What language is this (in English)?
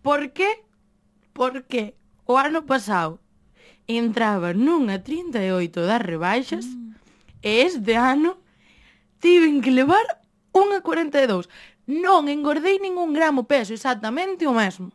Galician